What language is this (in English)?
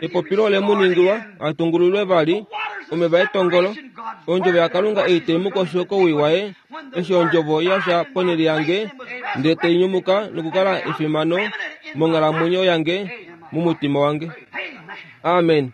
Kuanyama